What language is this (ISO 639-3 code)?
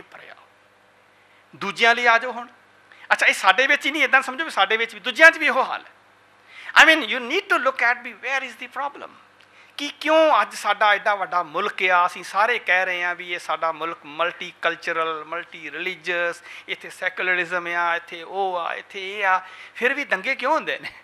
pan